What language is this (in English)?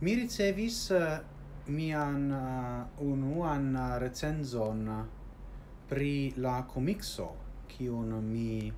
Esperanto